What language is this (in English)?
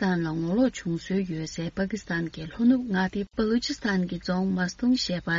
Tibetan